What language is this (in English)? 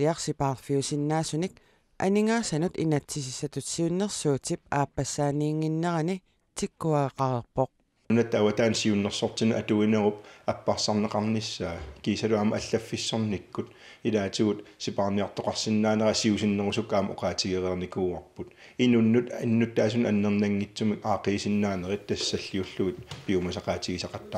Kalaallisut